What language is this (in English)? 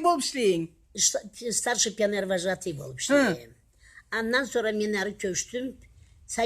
Karachay-Balkar